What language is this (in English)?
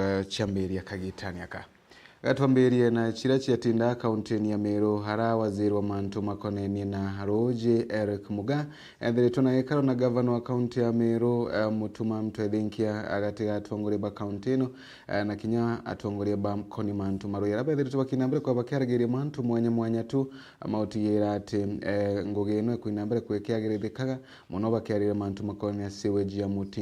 Meru